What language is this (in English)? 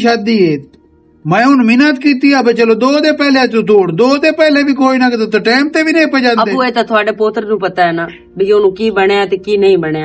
Western Panjabi